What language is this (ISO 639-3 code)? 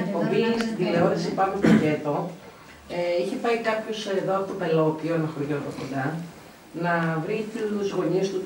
ell